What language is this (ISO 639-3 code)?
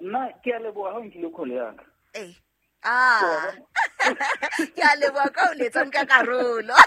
sot